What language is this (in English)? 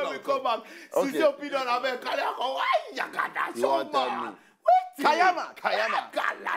Nigerian Pidgin